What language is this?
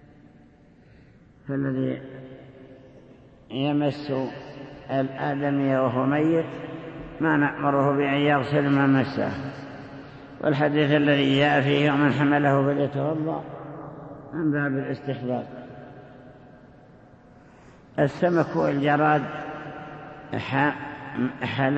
Arabic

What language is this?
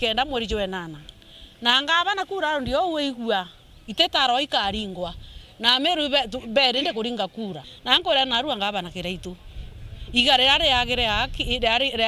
Meru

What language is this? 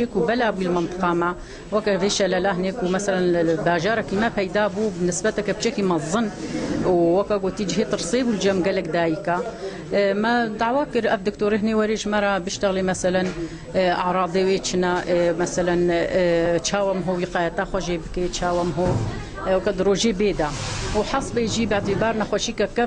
Kurdish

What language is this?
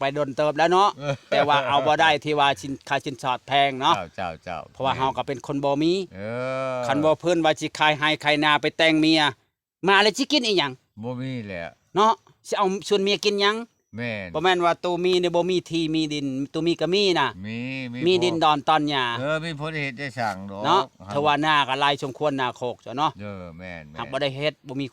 Lao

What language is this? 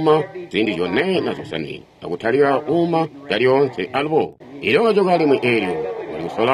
Tonga (Zambia)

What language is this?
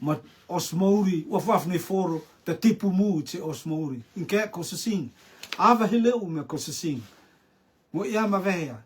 Rotuman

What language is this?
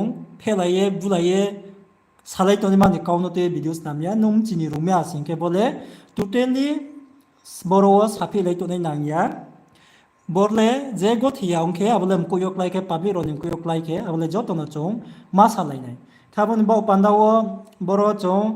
Riang (India)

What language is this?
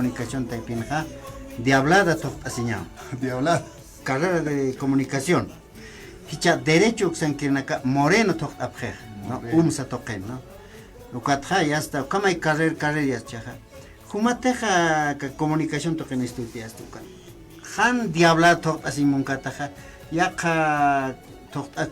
Aymara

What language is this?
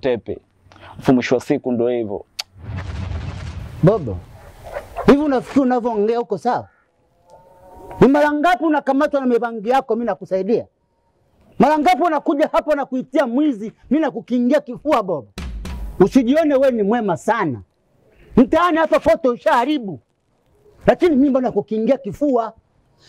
Swahili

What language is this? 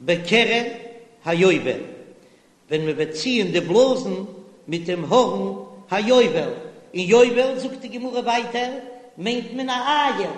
Yiddish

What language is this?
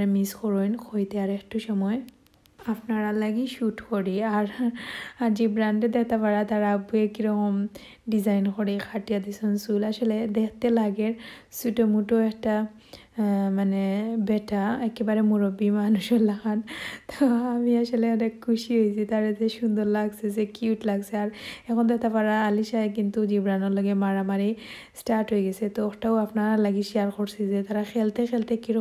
Sylheti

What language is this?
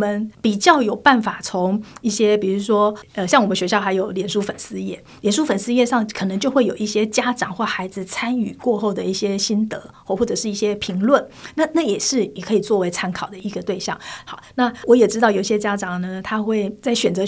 Chinese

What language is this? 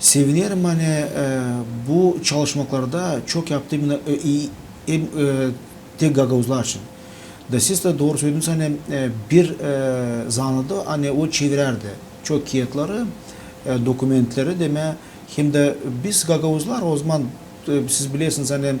Gagauz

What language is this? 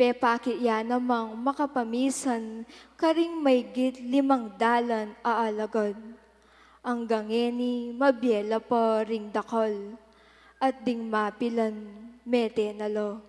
Pampanga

